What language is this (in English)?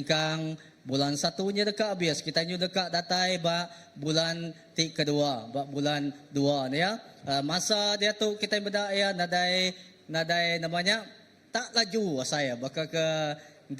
Iban